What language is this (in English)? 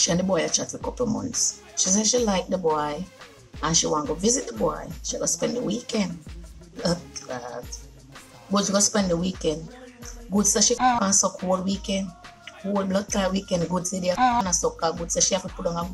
Jamaican Creole English